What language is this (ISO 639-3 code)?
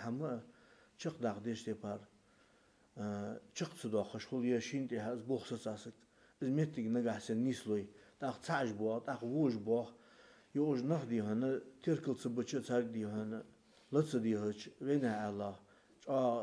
inh